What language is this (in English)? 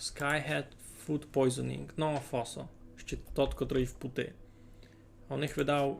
Rusyn